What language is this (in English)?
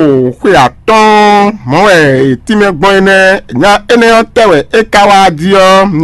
Fon